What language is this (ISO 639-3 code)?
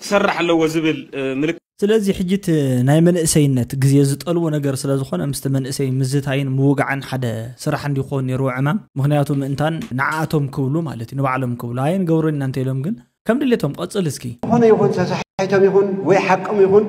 tir